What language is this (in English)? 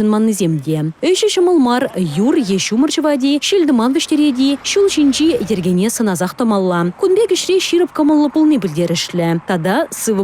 Chuvash